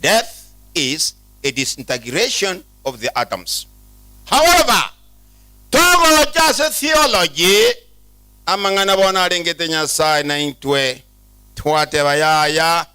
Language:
Gusii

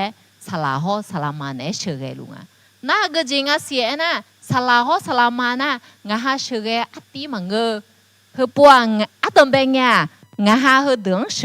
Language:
Akha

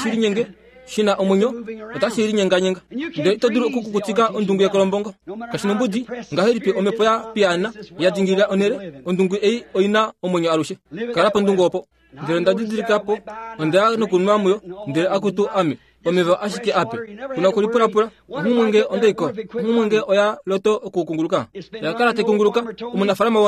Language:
Kuanyama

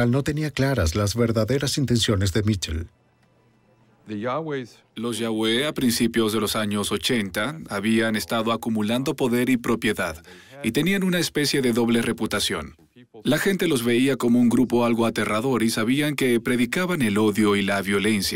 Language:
Spanish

